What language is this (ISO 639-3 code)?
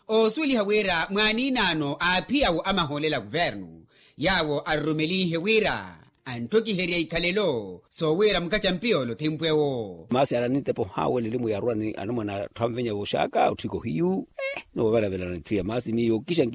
vmw